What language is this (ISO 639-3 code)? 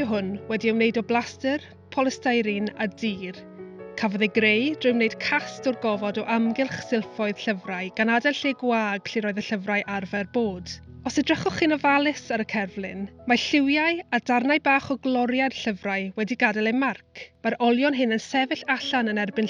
cym